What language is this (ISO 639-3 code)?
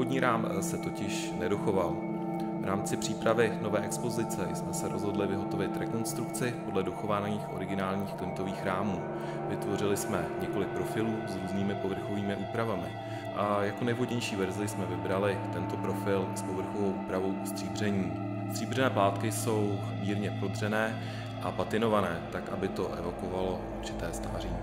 ces